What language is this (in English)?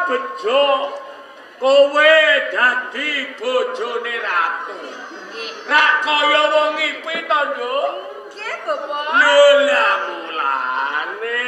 Javanese